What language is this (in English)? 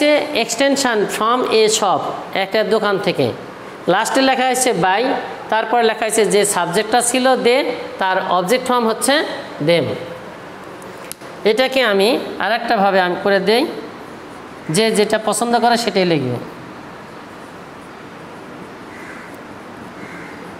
Bangla